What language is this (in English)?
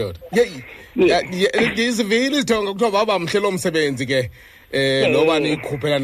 Xhosa